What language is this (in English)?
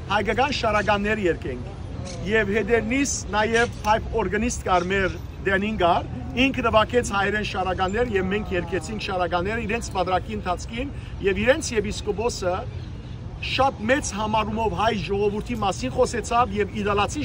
Western Armenian